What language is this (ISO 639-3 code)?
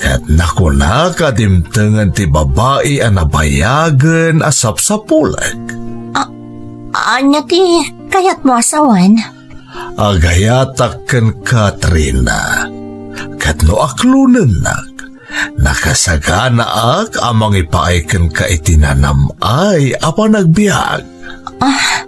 ilo